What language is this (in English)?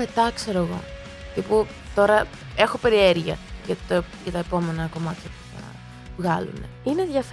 Greek